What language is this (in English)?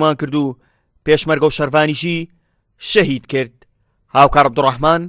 Central Kurdish